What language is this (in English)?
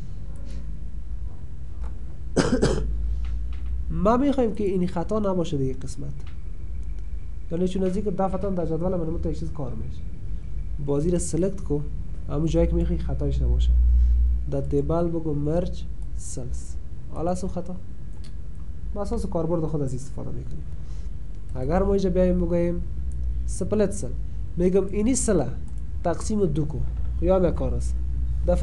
Persian